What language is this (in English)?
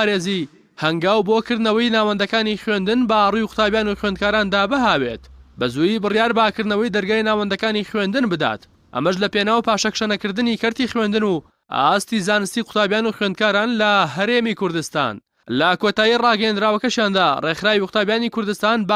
Central Kurdish